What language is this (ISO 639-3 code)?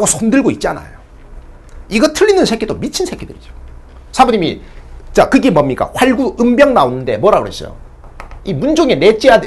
kor